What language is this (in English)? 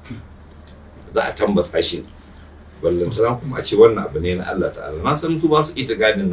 Hausa